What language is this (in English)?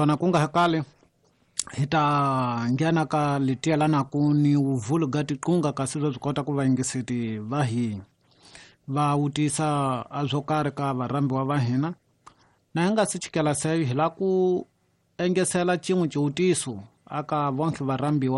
Tsonga